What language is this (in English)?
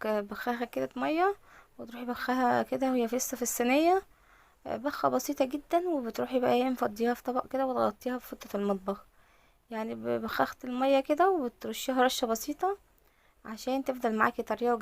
Egyptian Arabic